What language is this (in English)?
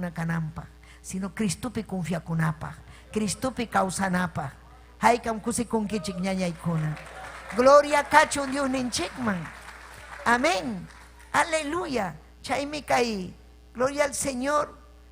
Ayacucho Quechua